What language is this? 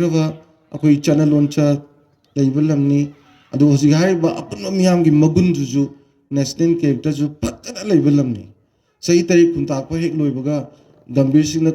Manipuri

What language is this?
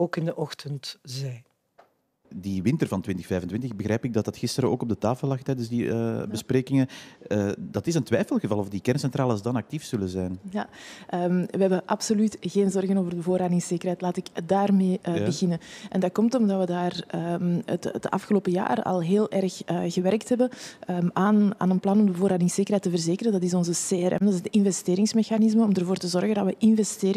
Dutch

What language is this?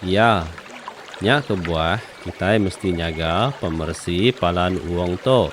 Iban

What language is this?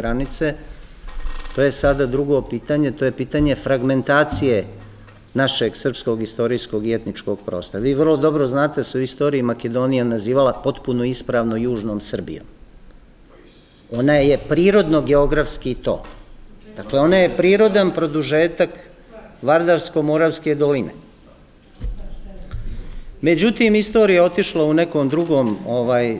Serbian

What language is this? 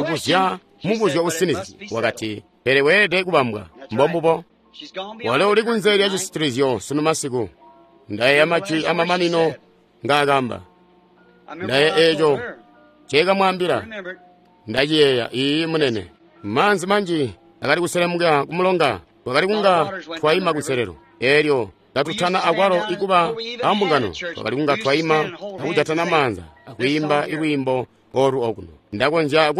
Tonga (Zambia)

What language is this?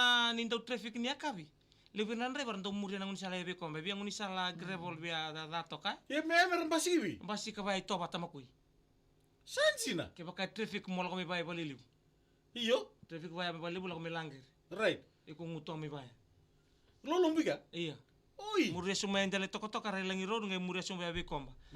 Fijian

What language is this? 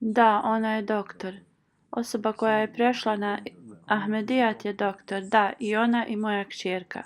Bosnian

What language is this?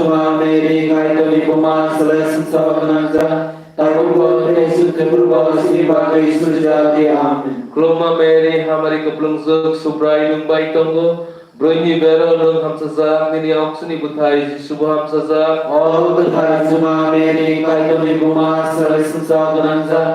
Kok Borok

